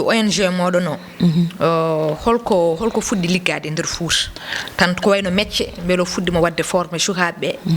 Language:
Fula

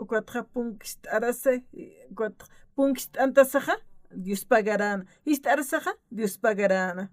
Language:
Aymara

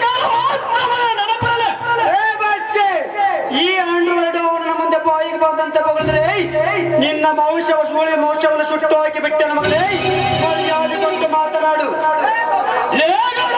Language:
Kannada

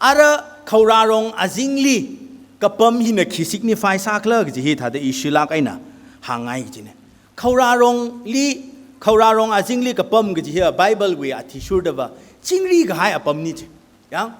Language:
Tangkhul Naga (India)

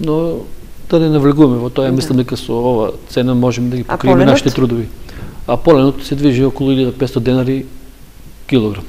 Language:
Macedonian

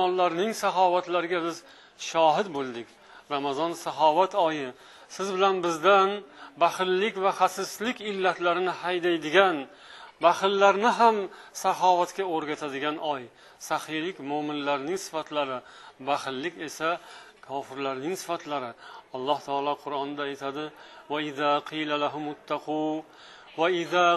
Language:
Uzbek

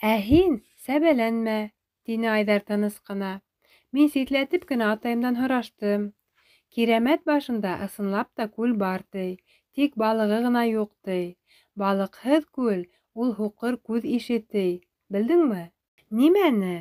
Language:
Bashkir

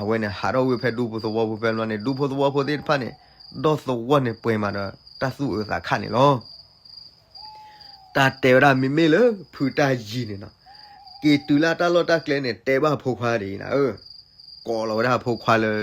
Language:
S'gaw Karen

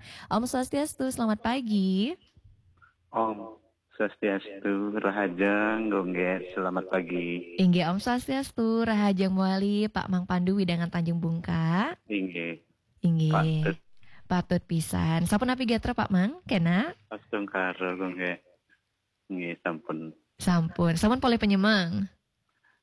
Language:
Balinese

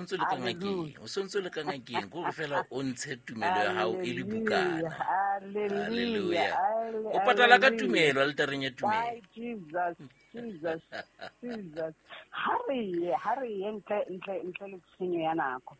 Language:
Southern Sotho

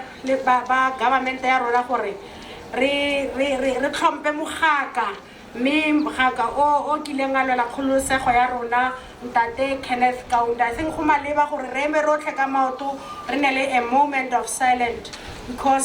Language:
Tswana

